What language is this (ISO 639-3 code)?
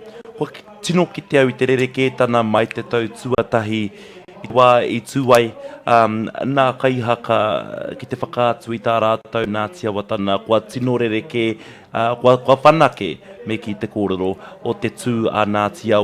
mri